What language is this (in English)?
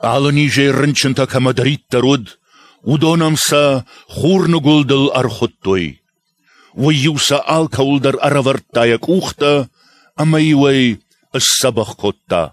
Ossetic